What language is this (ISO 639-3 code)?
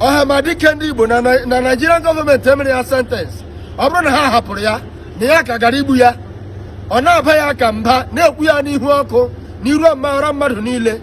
ibo